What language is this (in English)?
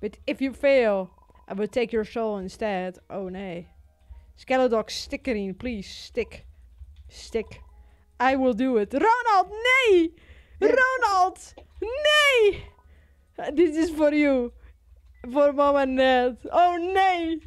Western Frisian